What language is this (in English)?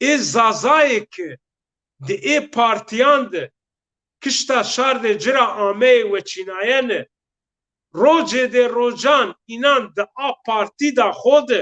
Zaza